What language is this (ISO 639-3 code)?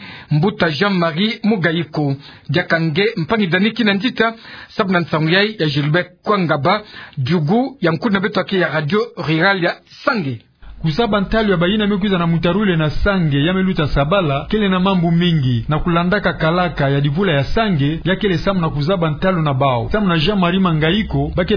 ktu